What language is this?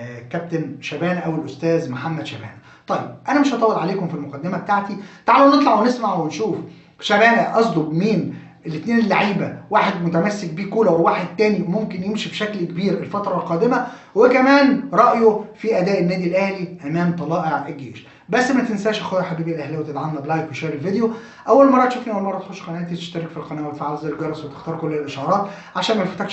Egyptian Arabic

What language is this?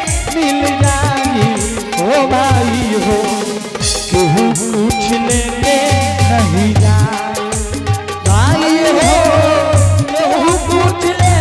Angika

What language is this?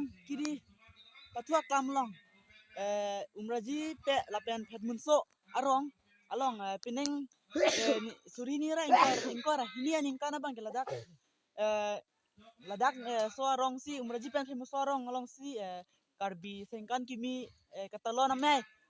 Karbi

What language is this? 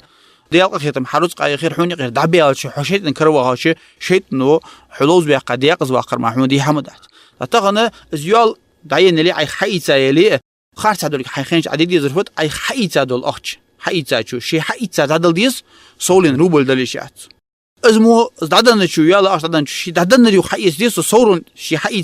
Ingush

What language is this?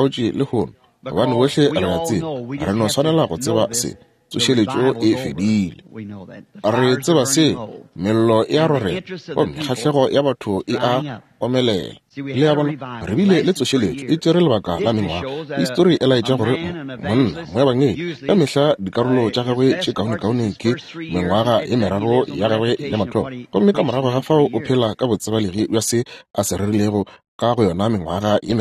Northern Sotho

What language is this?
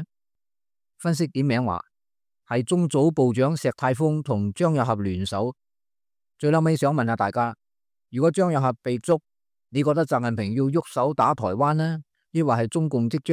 Cantonese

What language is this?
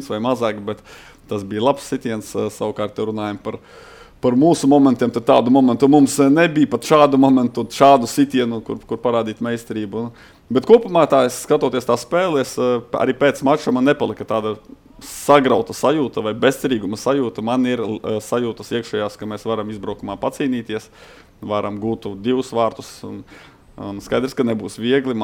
Latvian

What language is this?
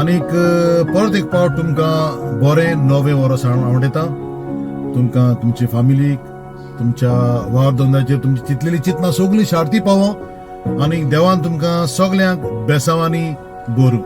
Konkani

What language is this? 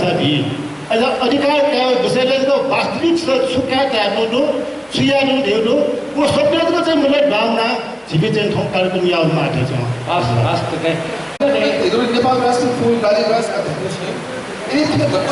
Newari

